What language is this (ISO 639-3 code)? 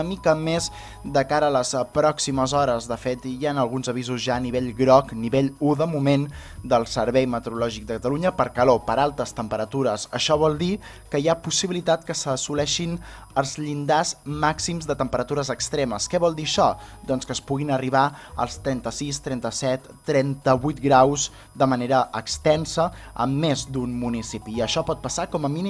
cat